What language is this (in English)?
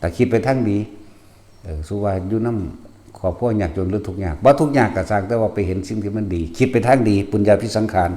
Lao